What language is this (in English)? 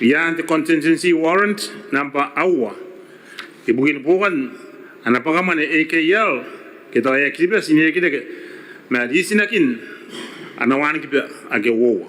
Gilbertese